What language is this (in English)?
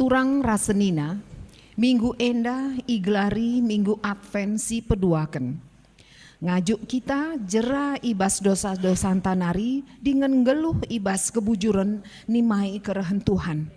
Batak Karo